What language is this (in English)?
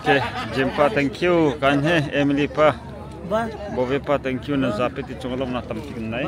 Hakha Chin